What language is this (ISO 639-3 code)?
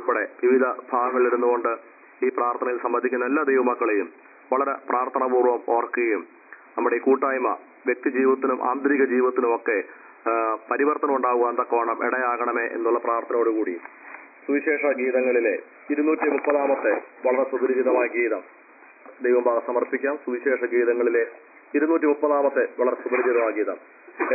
mal